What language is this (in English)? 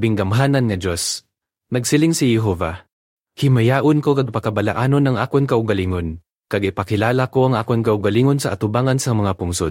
Hiligaynon